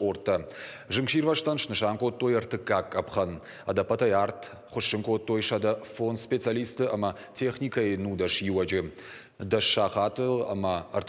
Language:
Ossetic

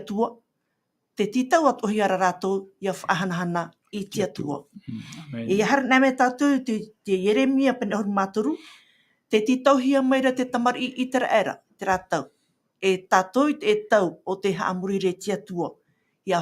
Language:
Tahitian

